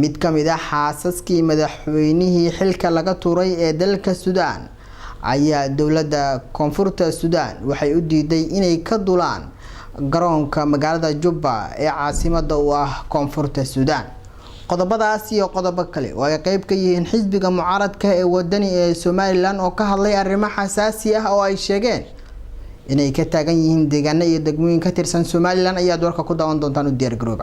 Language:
Somali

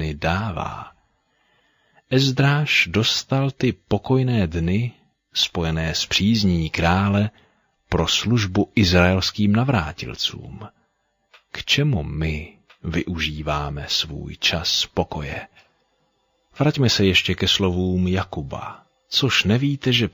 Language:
Czech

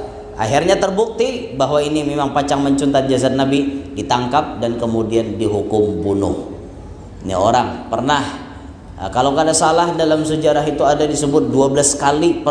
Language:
Banjar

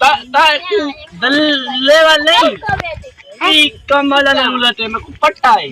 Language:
Saraiki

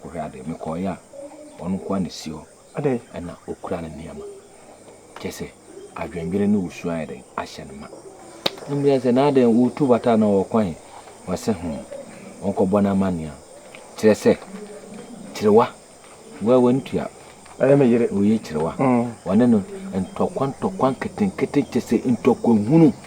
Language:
Akan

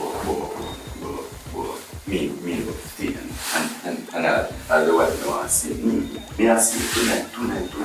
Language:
Jamaican Creole English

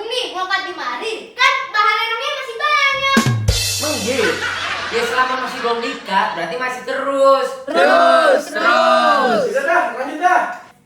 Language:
Betawi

